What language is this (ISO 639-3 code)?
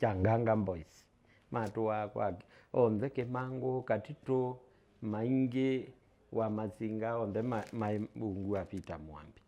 kam